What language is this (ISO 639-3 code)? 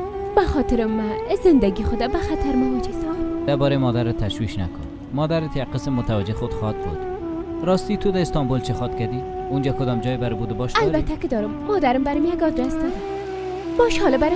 fas